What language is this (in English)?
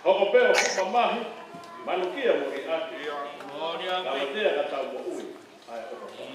Tongan